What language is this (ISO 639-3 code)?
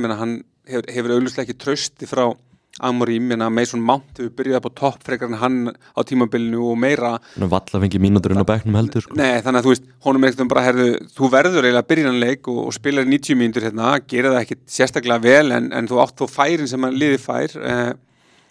isl